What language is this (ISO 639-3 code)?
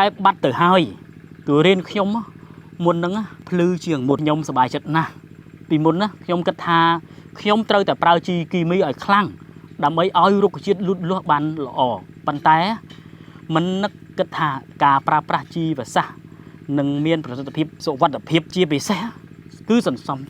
khm